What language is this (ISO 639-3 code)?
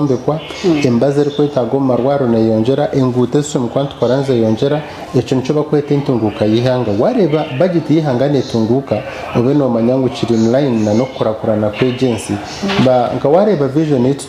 nyn